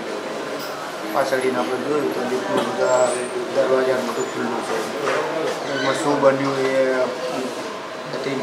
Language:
Gujarati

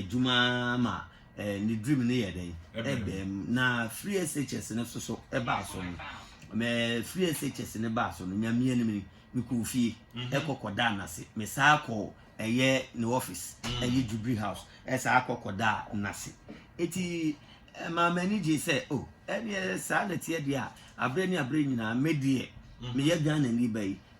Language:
Akan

